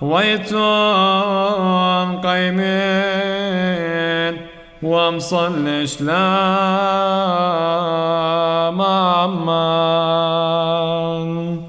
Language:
Classical Syriac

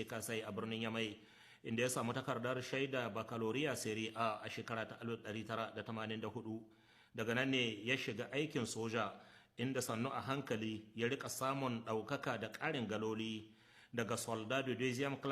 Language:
Hausa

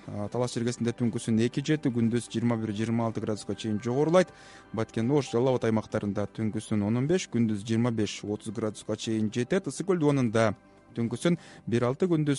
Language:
Kyrgyz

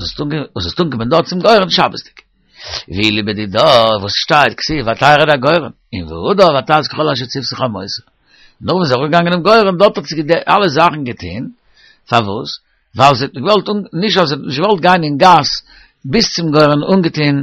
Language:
Yiddish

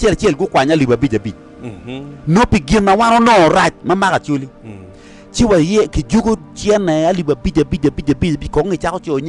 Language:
Acoli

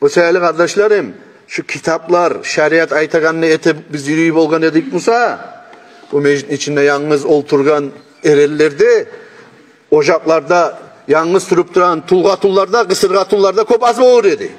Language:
Kumyk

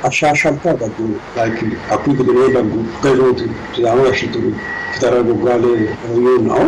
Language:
Sidamo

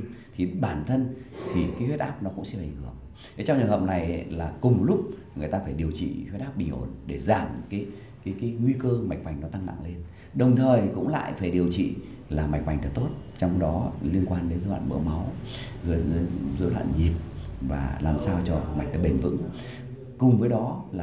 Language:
Vietnamese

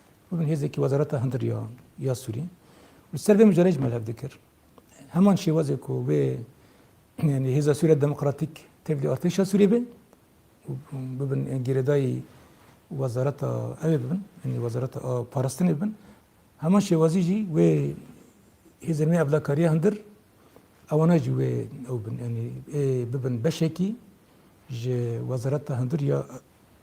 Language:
Kurdish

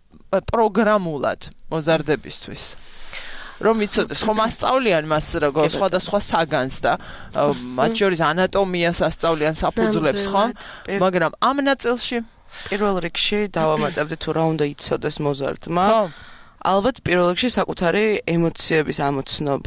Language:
Georgian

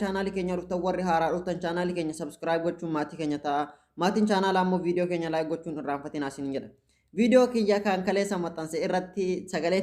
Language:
Oromo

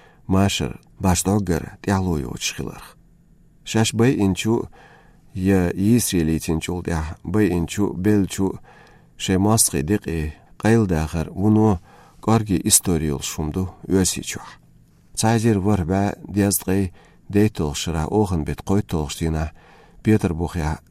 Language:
Chechen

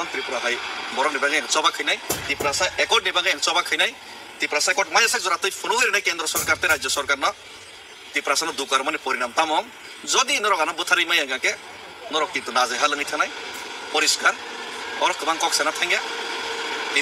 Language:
Kok Borok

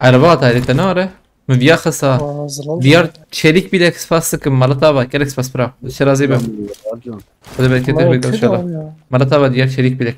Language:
Kurdish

